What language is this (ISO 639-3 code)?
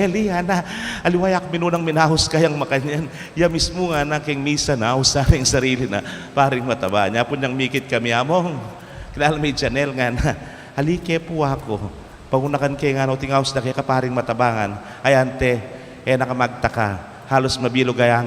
pam